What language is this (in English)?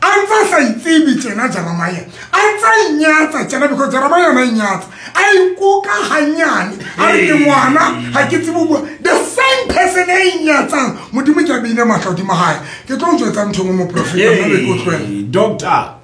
Southern Sotho